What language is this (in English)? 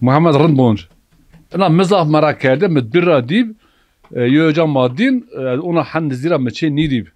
Zaza